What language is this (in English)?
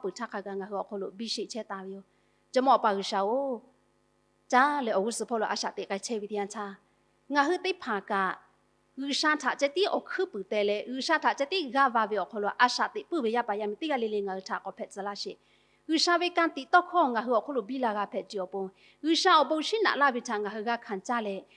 Lahu